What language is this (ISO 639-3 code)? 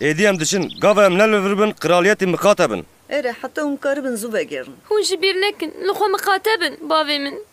kur